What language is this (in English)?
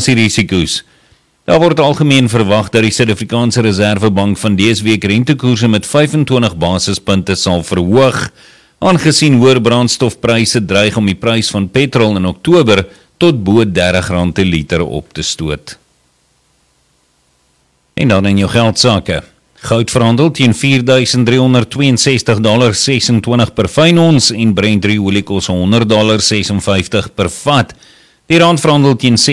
Afrikaans